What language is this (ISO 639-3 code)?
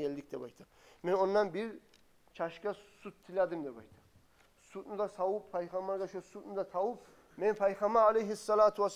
kum